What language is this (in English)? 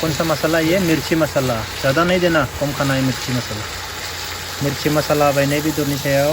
Bodo